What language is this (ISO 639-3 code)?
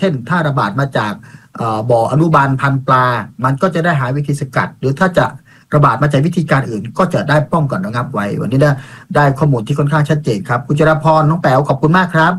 tha